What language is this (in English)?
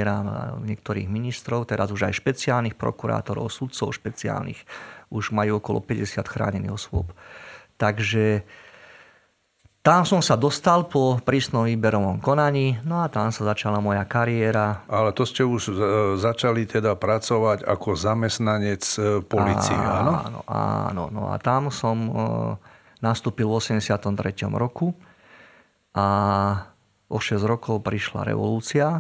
Slovak